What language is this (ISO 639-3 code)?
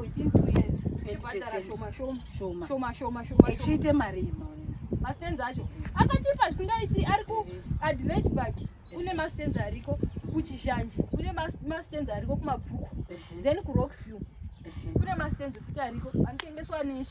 sna